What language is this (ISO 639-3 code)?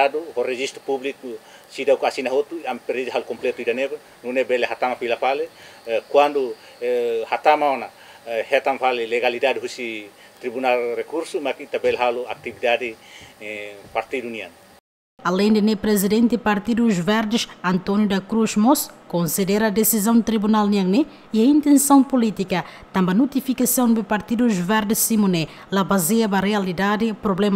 tet